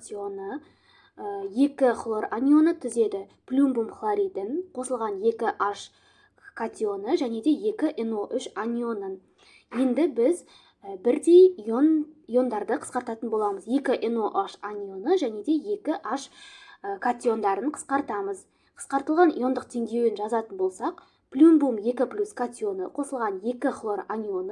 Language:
Kazakh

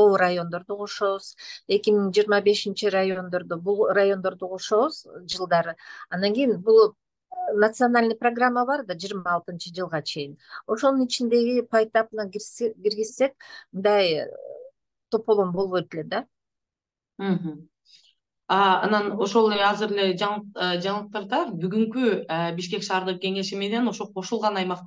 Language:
Kyrgyz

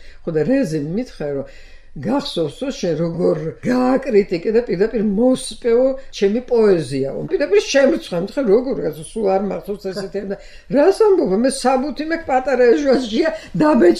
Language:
Georgian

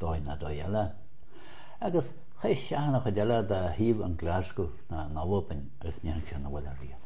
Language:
Irish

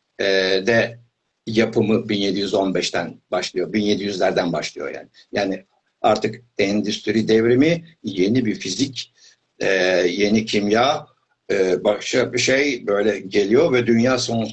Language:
Turkish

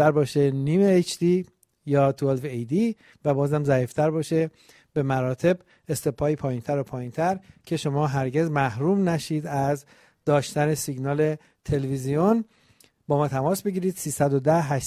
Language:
Persian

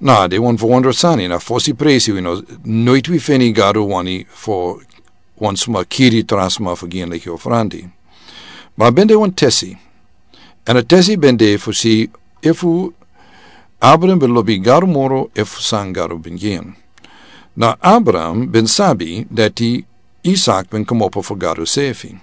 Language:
Sranan Tongo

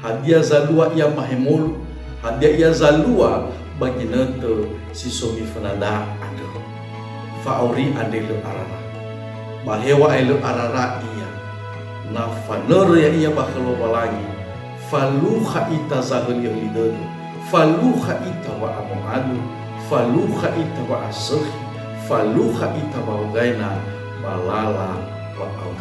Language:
Nias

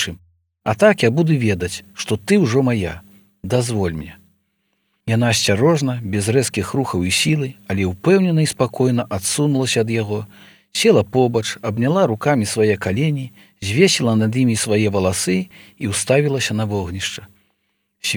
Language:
Belarusian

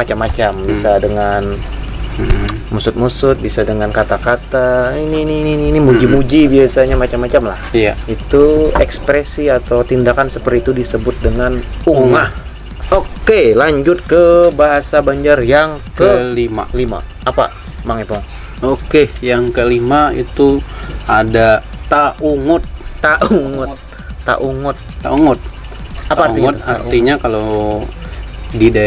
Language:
Banjar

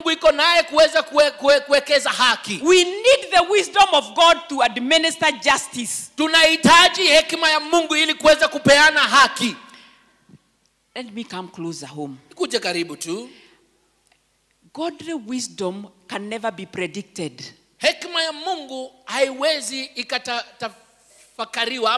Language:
Swahili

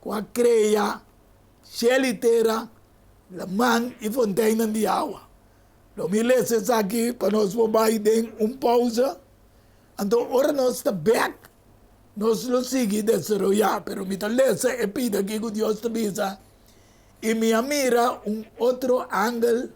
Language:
Papiamento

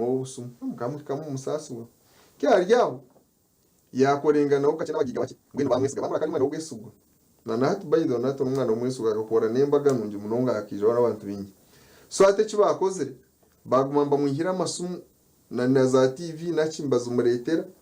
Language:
Nyankole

